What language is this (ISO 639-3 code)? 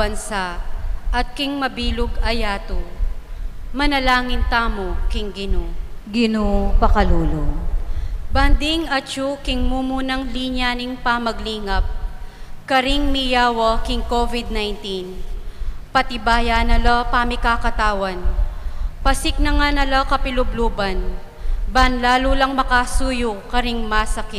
pam